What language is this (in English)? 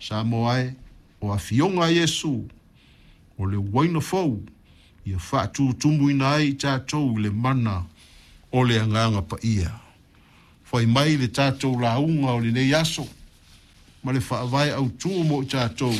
Samoan